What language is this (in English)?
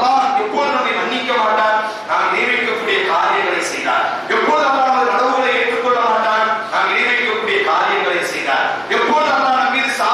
Tamil